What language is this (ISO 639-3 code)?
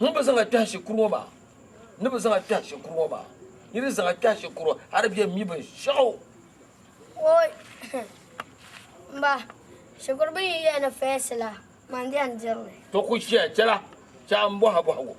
dag